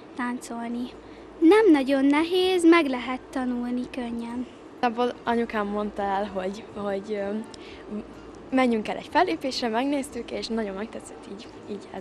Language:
Hungarian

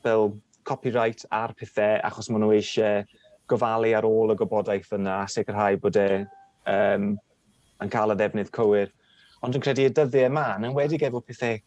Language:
Welsh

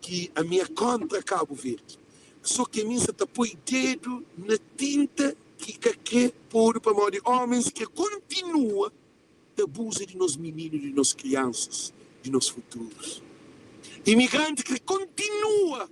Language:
Kabuverdianu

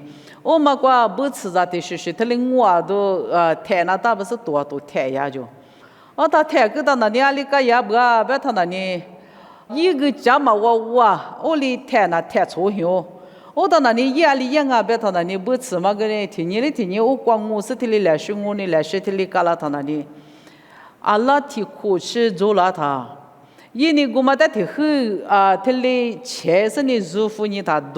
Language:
Lisu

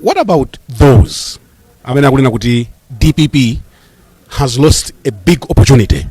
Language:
Nyanja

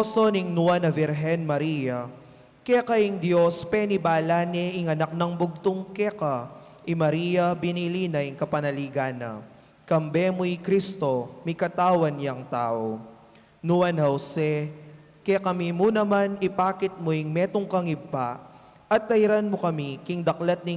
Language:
Pampanga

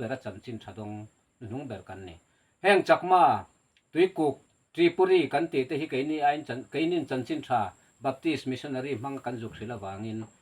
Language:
Mizo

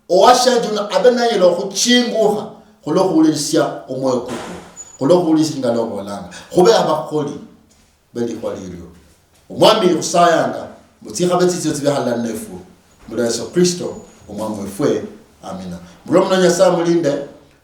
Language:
Luyia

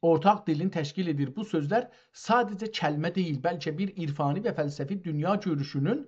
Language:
South Azerbaijani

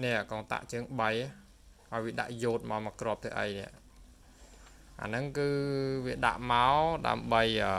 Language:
Khmer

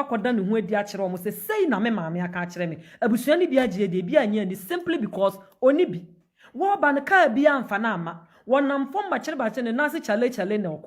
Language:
Akan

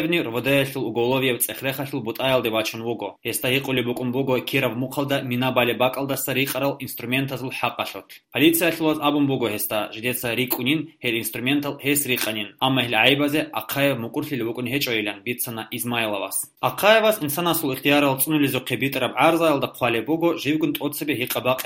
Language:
Avaric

